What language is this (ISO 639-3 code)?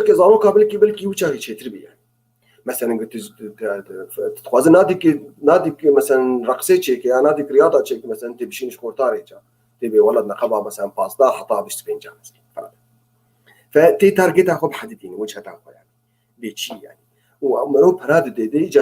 kur